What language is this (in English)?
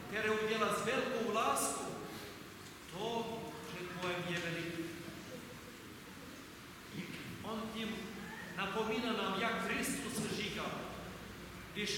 Czech